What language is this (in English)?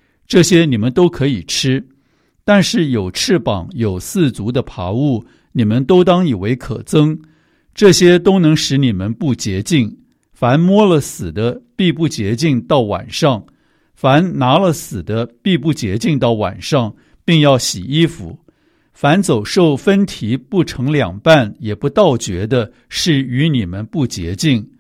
Chinese